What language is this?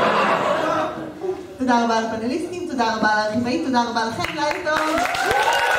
Hebrew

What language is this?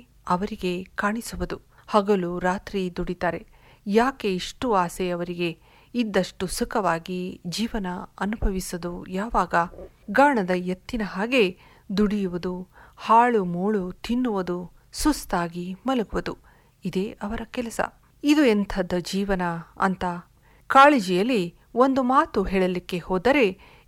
Kannada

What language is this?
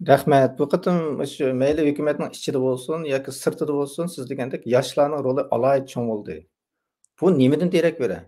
Uyghur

